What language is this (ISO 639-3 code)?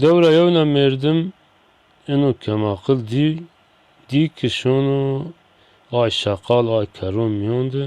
zza